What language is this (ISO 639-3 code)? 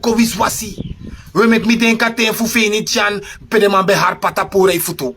srn